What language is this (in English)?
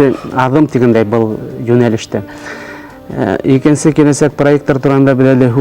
Bashkir